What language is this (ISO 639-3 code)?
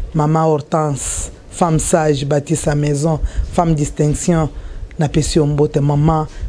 lin